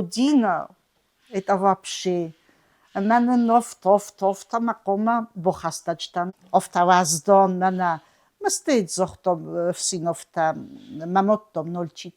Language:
Ossetic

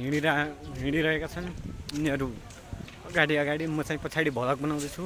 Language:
Nepali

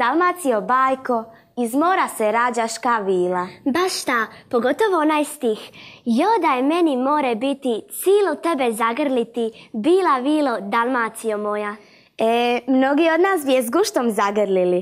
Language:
Croatian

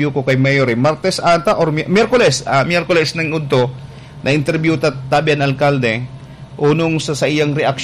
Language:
Bikol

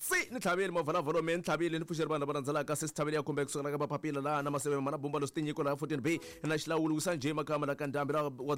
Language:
Tsonga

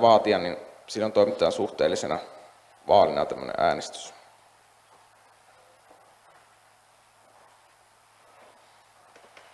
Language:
Finnish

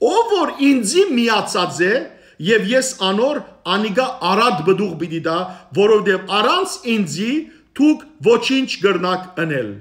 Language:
Western Armenian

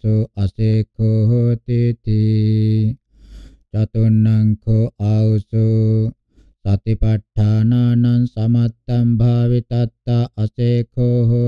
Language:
Pali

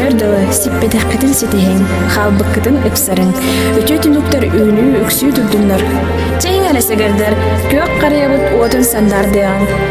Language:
Yakut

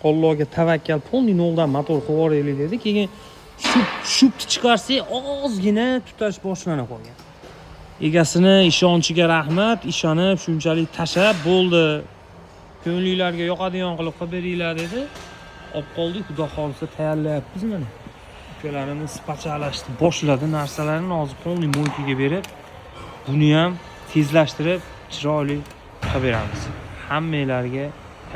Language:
Uzbek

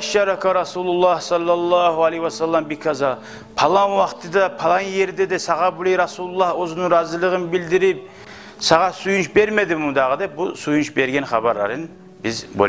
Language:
Kumyk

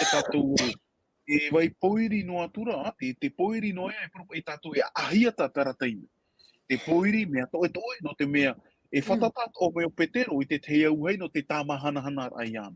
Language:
Tahitian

